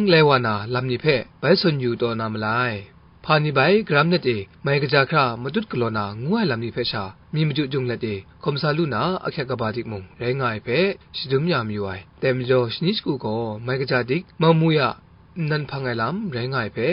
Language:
Kachin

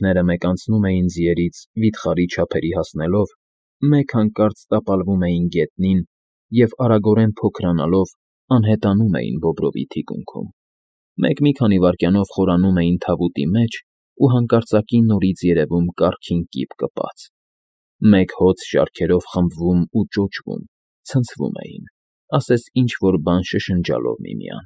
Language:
Armenian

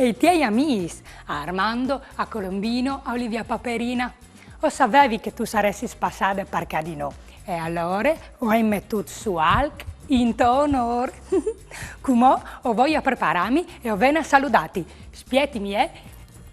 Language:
Friulian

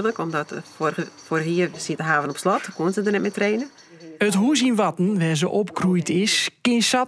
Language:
Western Frisian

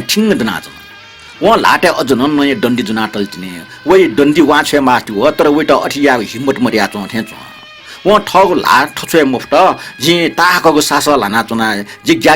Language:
Newari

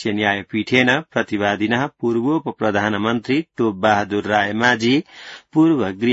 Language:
Sanskrit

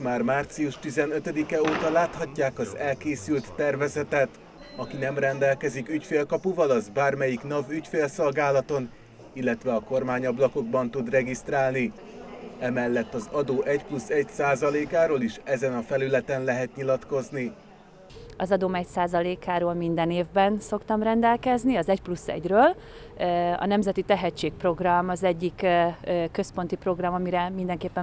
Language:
Hungarian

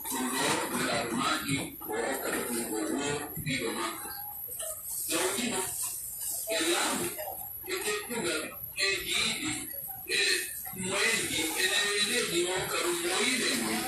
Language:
Pular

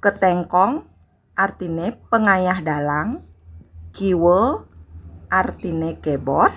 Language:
Balinese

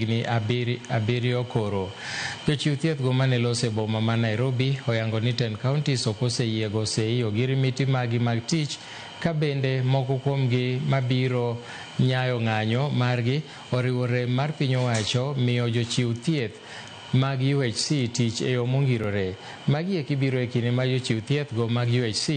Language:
Luo (Kenya and Tanzania)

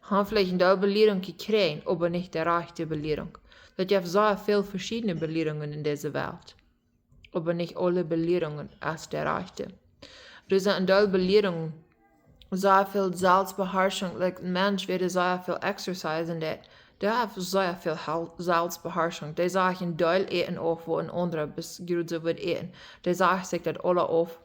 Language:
Plautdietsch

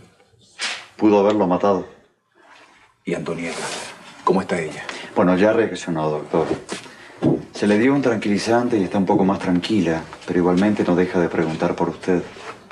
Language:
Spanish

